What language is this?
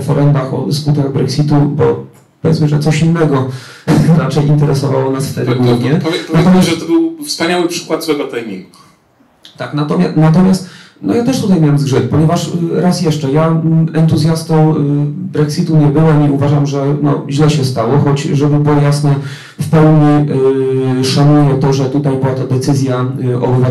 Polish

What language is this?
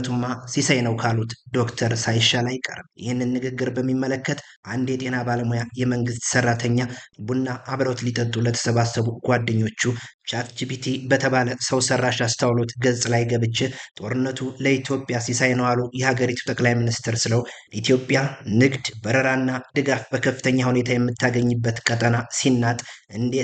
Amharic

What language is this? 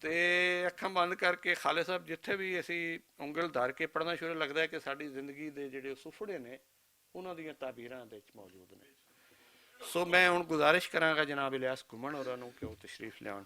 Western Panjabi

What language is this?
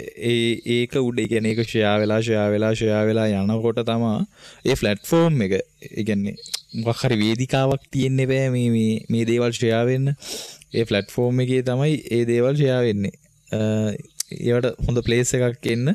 Sinhala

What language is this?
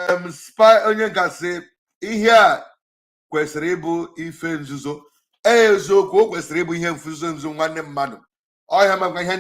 Igbo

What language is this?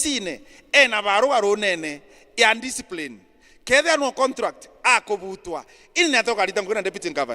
Meru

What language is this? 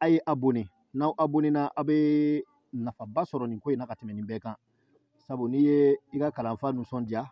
Bambara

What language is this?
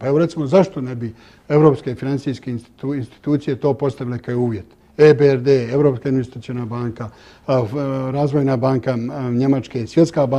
Bosnian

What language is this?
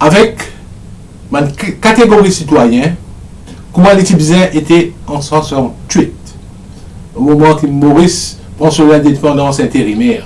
Morisyen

